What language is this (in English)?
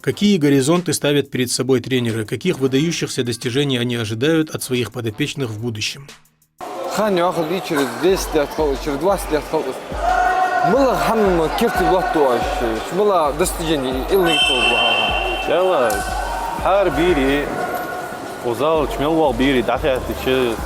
Ingush